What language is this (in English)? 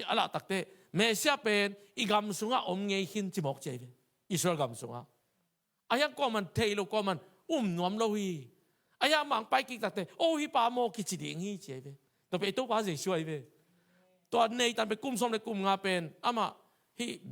Tedim Chin